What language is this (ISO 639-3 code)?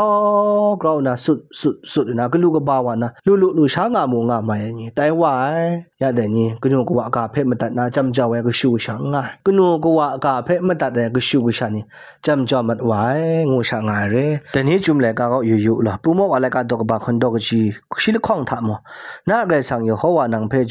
kac